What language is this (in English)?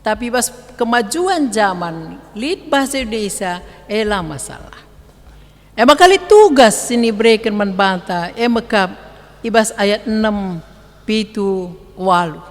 Batak Karo